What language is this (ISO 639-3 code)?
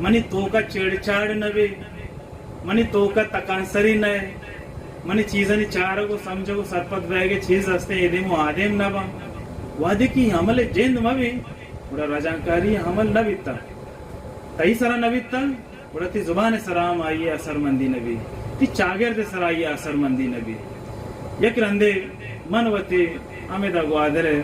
bal